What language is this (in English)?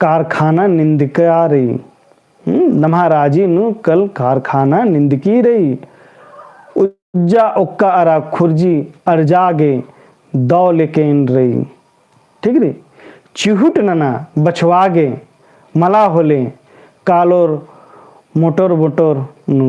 Kurukh